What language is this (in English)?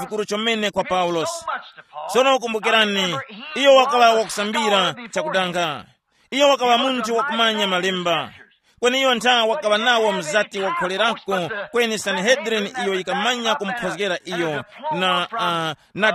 Tumbuka